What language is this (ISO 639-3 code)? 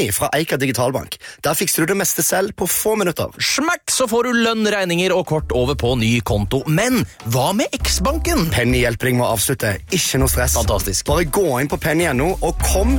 nor